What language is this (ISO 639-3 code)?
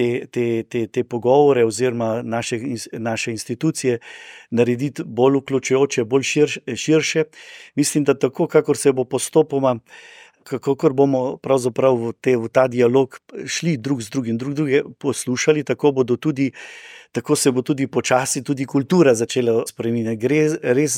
slv